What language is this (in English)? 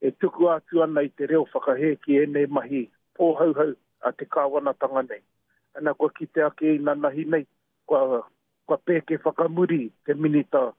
Māori